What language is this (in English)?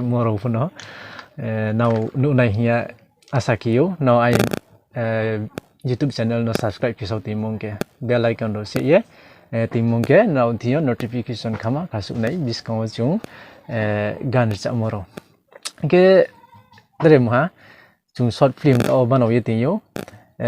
Riang (India)